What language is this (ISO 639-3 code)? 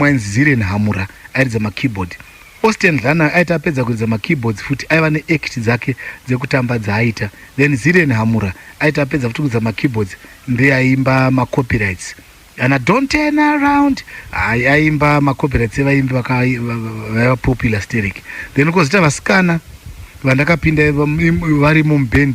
sna